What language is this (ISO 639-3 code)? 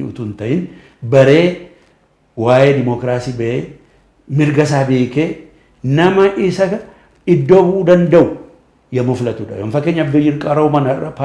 orm